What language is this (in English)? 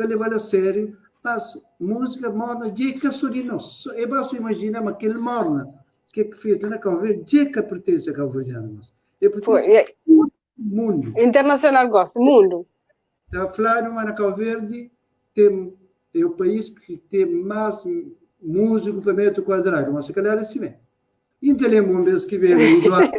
Kabuverdianu